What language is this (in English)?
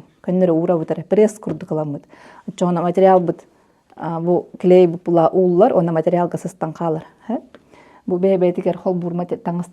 Yakut